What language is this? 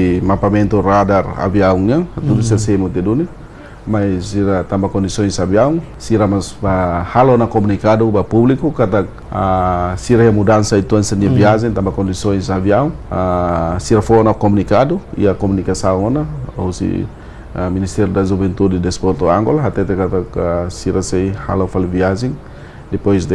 Tetum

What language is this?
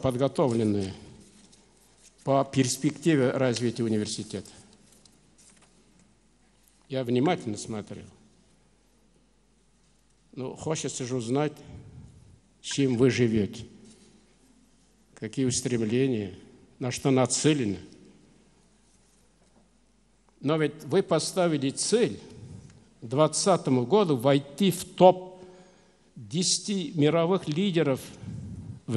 Russian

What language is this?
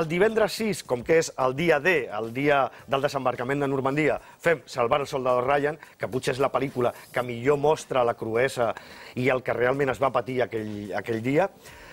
Catalan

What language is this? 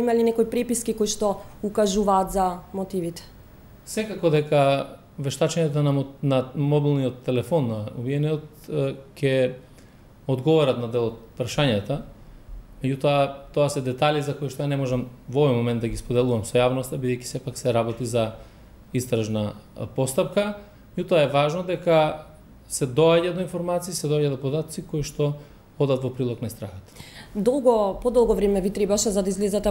Macedonian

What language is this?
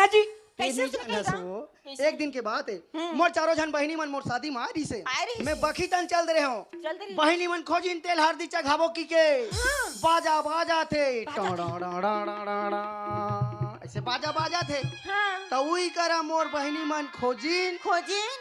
Chhattisgarhi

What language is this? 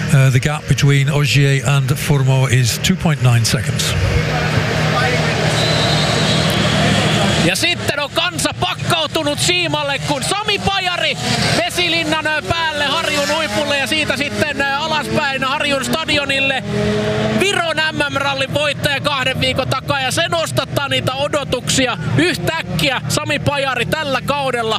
Finnish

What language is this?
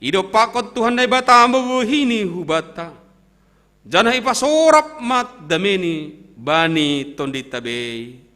Batak Simalungun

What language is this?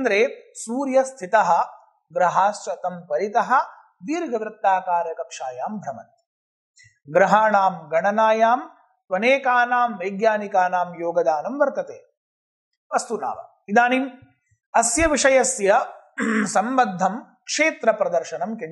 Sanskrit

